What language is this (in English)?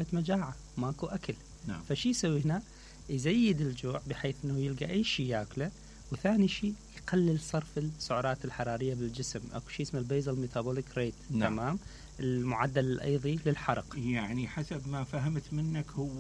Mesopotamian Arabic